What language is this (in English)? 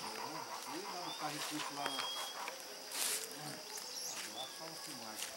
Portuguese